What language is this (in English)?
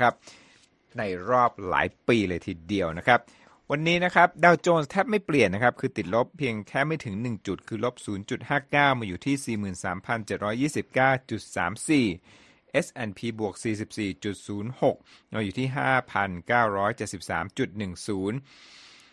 Thai